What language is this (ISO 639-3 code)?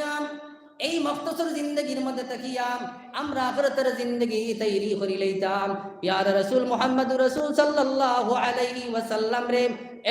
syl